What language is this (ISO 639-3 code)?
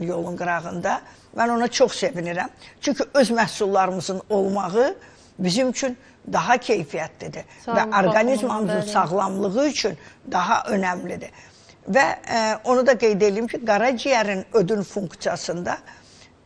aze